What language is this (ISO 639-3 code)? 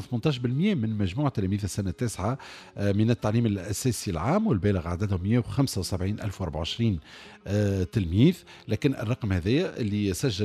aeb